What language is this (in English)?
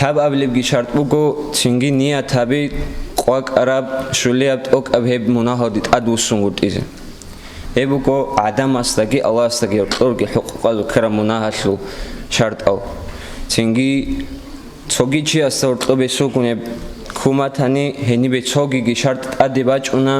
Avaric